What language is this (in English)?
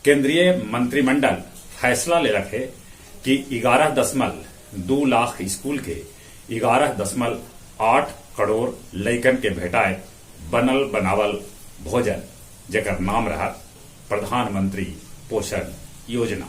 Magahi